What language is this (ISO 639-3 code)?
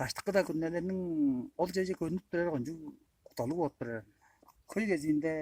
tyv